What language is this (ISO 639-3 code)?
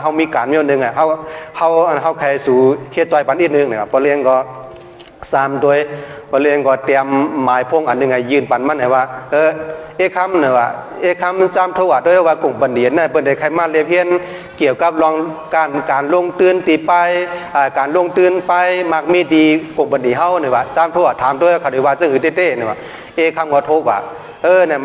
shn